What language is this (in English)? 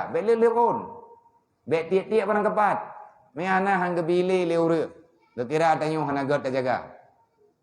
Achinese